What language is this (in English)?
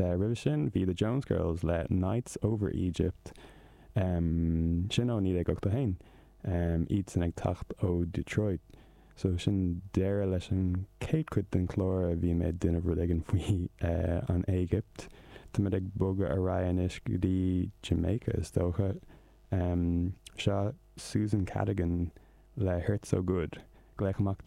Irish